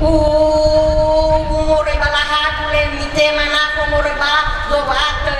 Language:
Nias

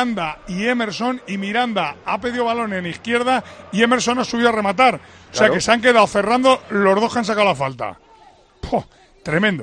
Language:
Spanish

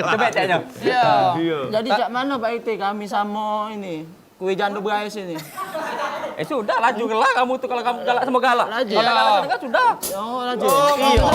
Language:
Musi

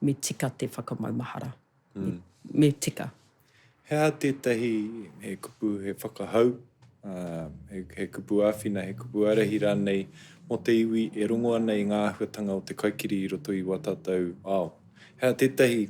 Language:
Māori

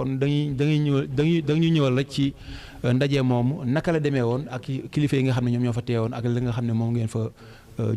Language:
Wolof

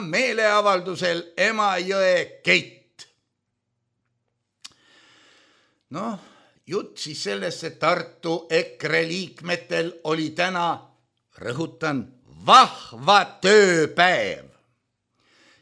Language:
Estonian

